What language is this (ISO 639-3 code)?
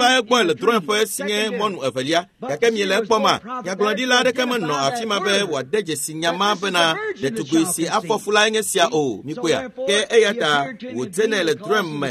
ewe